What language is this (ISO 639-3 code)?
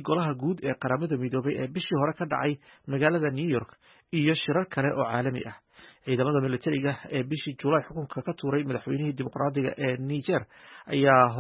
som